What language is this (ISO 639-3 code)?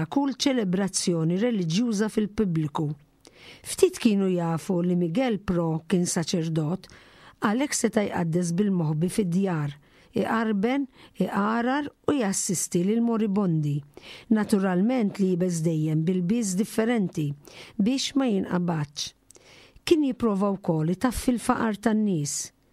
mlt